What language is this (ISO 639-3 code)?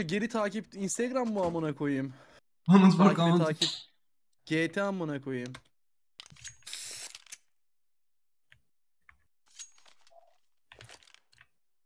tur